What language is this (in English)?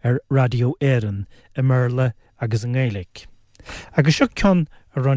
Irish